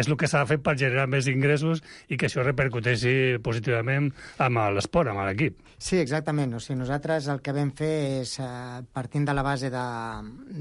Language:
Catalan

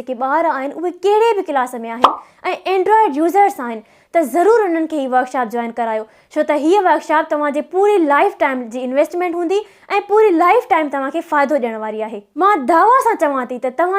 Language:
Sindhi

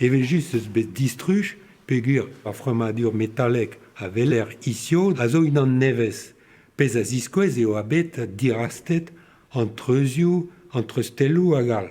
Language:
Breton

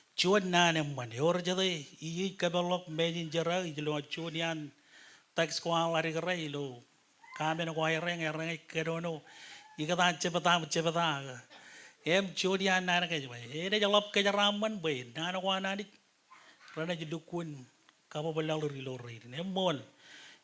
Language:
Marshallese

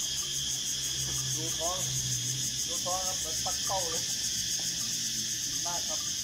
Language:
Thai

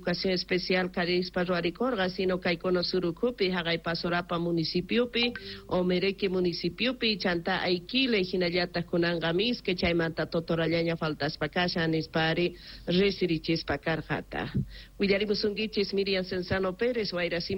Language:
South Bolivian Quechua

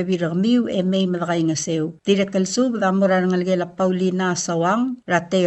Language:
Palauan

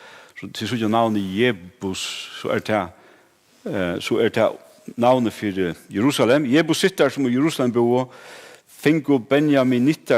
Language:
Faroese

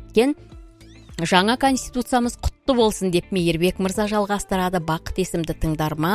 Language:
Kazakh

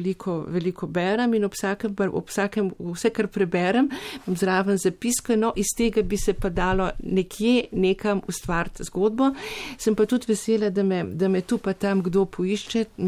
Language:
Slovenian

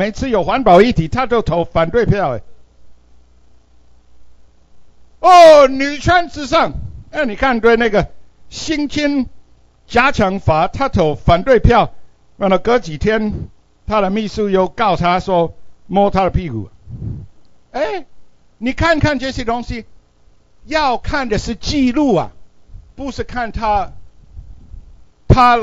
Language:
Chinese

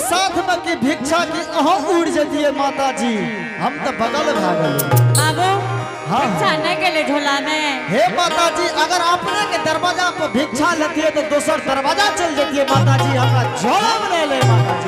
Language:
Angika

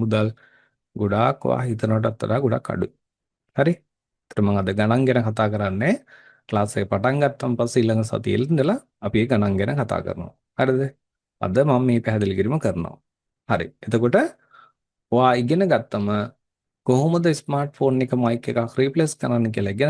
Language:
Sinhala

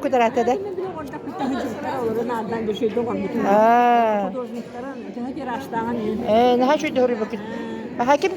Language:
Yakut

